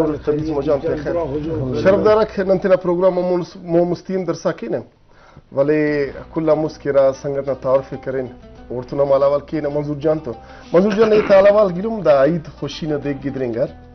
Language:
Brahui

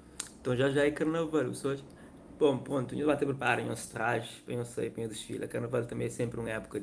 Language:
Kabuverdianu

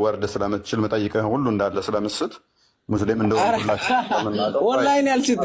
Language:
Amharic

